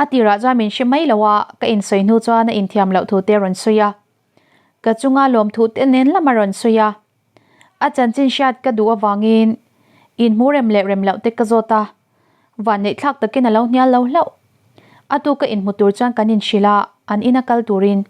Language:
Mizo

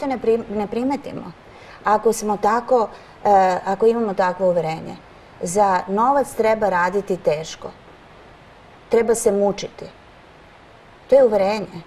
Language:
Serbian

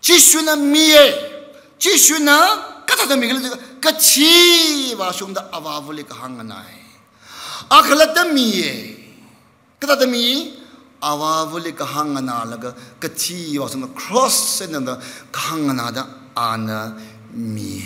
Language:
Tangkhul Naga (India)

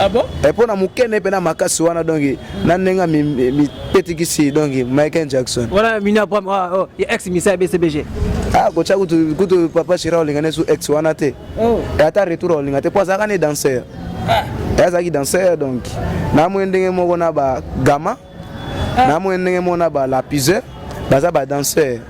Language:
Lingala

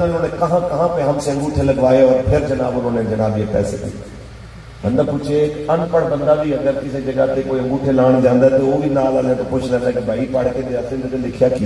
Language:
Urdu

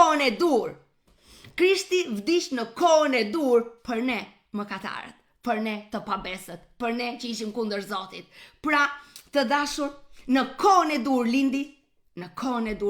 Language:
Albanian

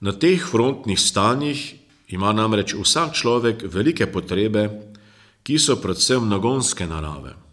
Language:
Slovenian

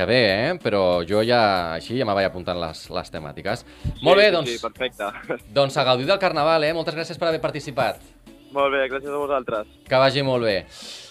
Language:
Catalan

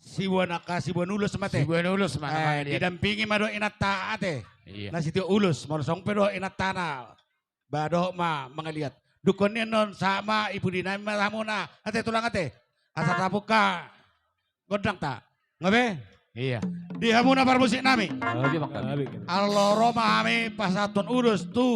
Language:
Batak Toba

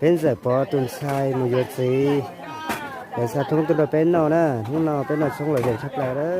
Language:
Hmong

